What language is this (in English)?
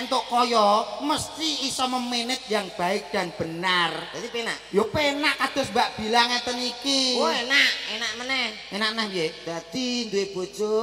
Javanese